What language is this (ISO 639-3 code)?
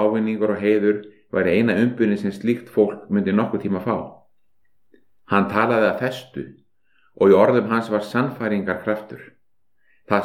isl